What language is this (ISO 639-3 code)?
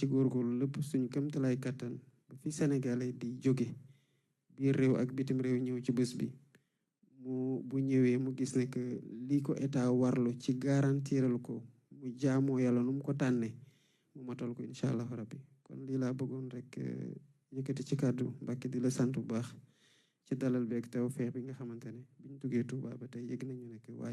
wol